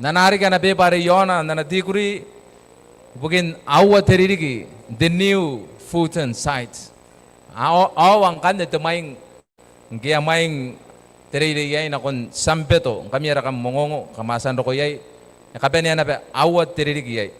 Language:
Gilbertese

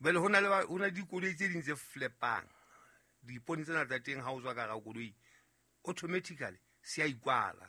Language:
Southern Sotho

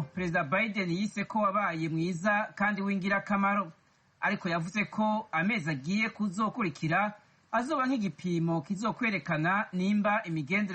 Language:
Rundi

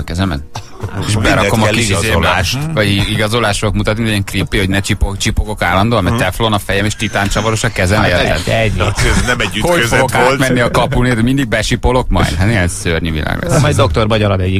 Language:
Hungarian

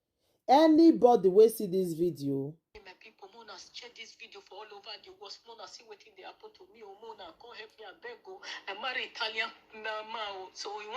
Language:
Nigerian Pidgin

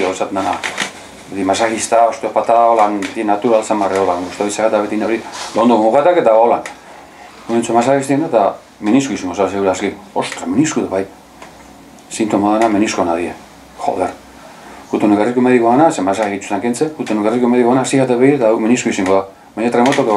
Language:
Basque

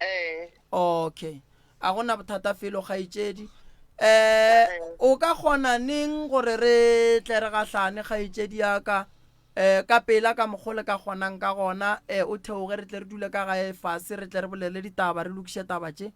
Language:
Northern Sotho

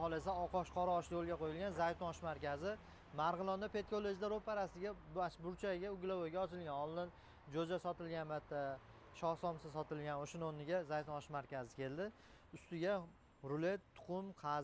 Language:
Uzbek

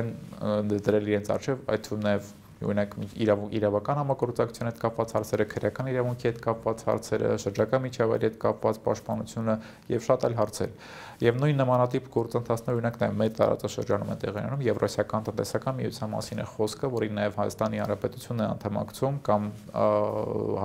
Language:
Armenian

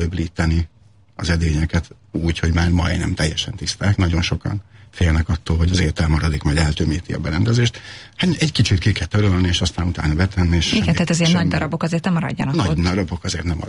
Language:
Hungarian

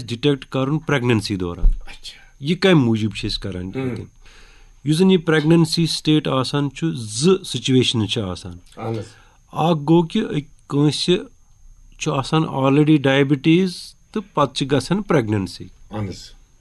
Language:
Kashmiri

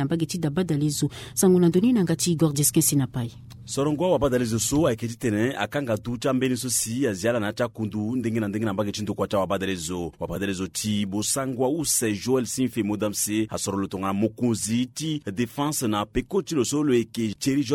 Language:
Sango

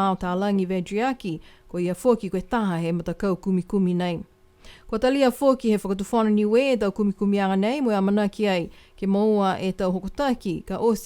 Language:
Niuean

